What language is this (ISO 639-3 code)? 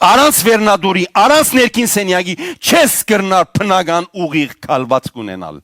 hyw